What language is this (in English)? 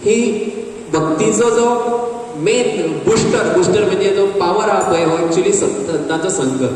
Konkani